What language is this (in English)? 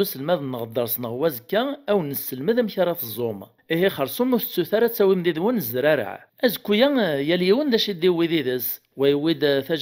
Kabyle